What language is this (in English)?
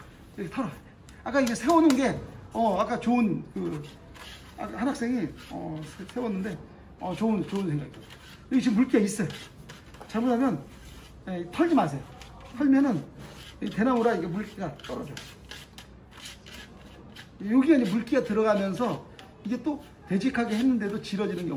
Korean